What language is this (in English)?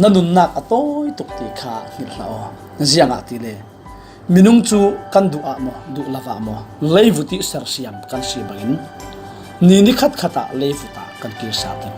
Falam Chin